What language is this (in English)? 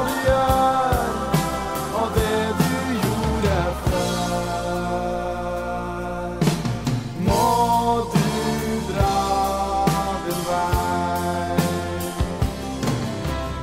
Norwegian